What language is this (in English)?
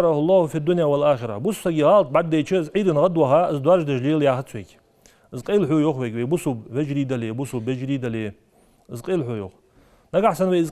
Ingush